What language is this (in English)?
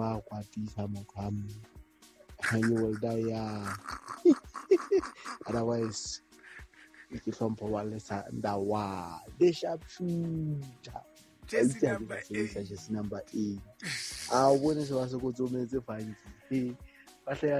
Southern Sotho